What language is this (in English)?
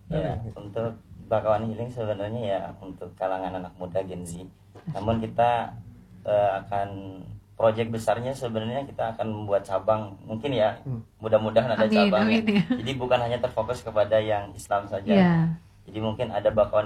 Indonesian